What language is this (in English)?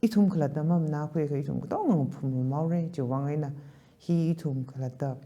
Tangkhul Naga (India)